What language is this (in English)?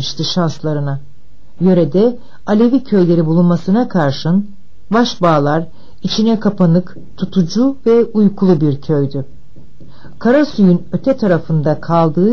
Turkish